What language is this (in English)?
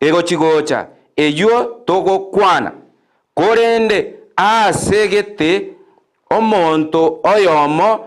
Gusii